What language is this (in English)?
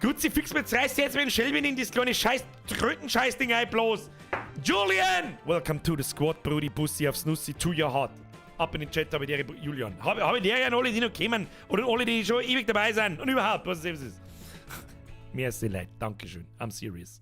Bavarian